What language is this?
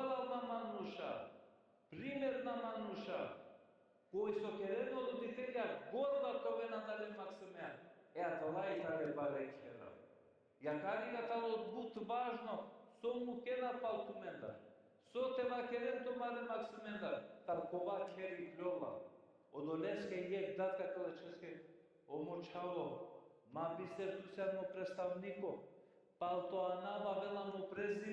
Balkan Romani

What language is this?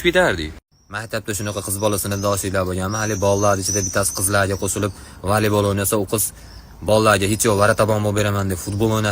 Uzbek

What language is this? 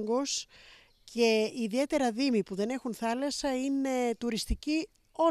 Greek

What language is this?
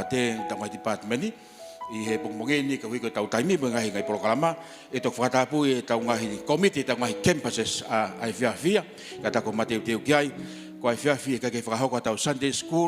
Tongan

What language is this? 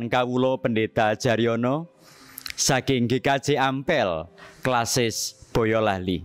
Javanese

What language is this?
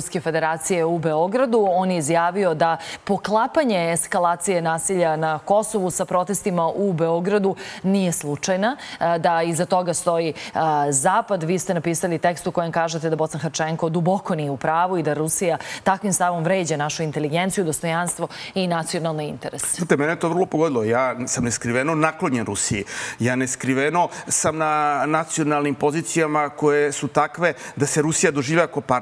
Serbian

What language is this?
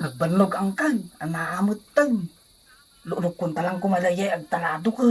Iloko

